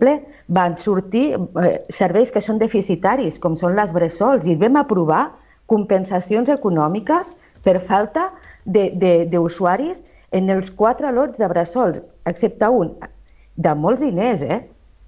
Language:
Catalan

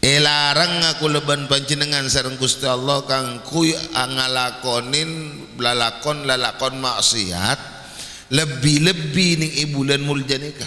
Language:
Madurese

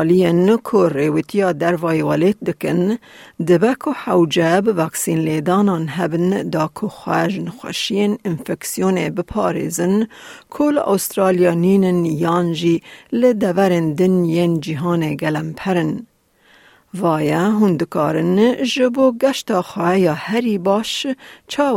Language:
Kurdish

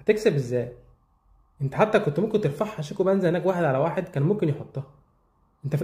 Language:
Egyptian Arabic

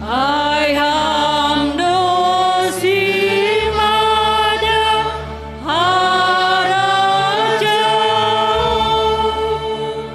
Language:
Batak Simalungun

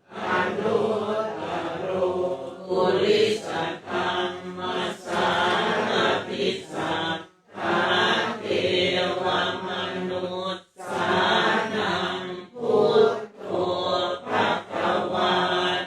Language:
Pali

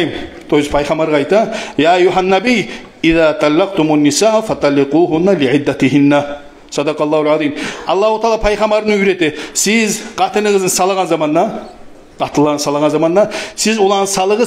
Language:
Kumyk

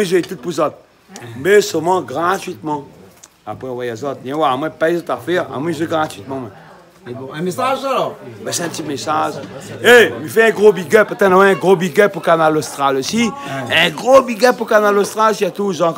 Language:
Réunion Creole French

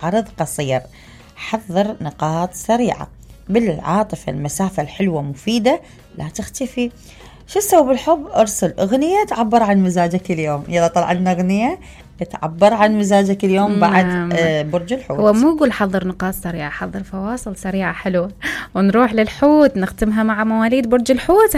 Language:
Mesopotamian Arabic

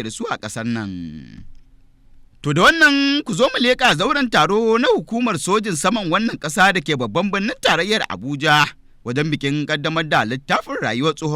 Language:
Hausa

